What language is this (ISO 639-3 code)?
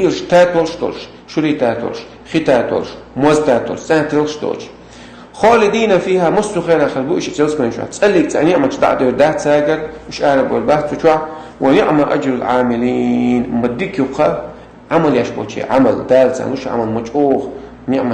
che